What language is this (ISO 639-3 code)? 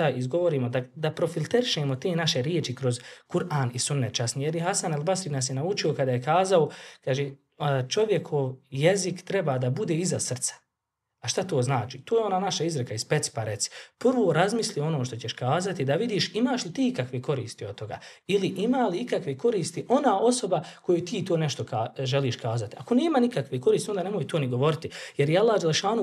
bos